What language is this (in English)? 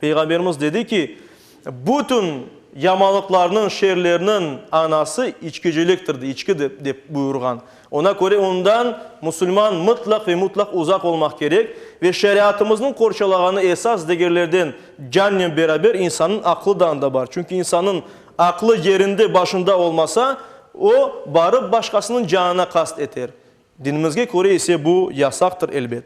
Crimean Tatar